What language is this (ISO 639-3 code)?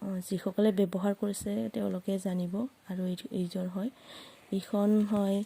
asm